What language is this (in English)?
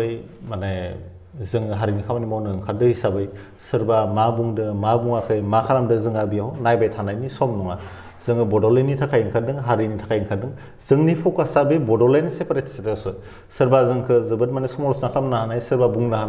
Bodo